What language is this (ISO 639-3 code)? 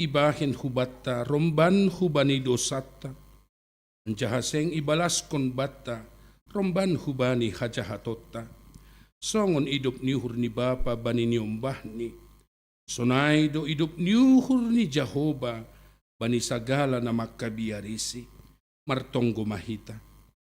bts